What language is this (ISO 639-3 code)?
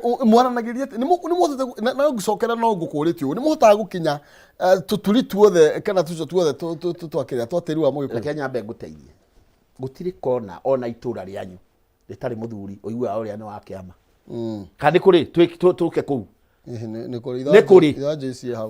kik